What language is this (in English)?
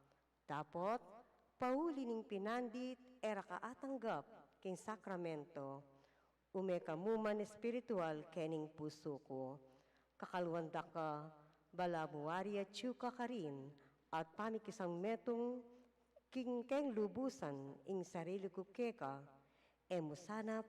Pampanga